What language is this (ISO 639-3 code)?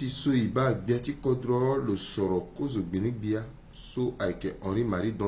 sag